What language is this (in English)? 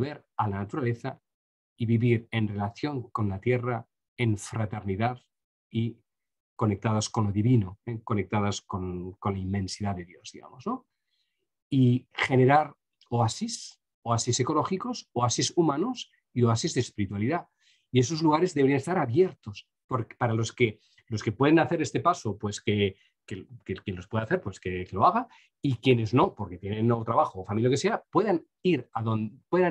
Spanish